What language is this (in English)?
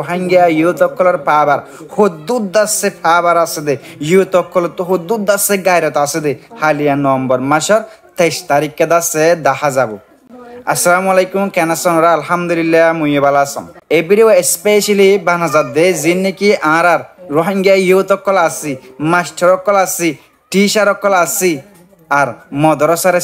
Rohingya